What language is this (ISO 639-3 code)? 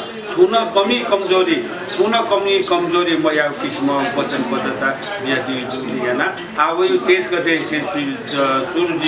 new